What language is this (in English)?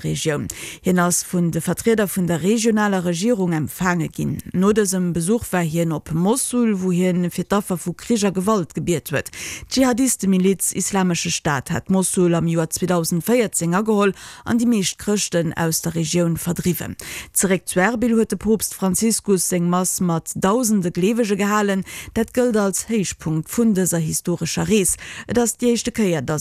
Luxembourgish